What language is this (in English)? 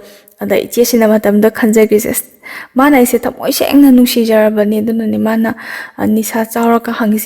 Manipuri